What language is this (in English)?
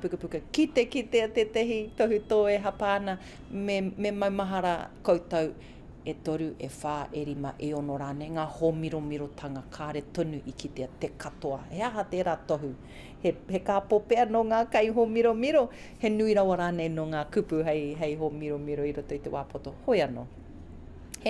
Māori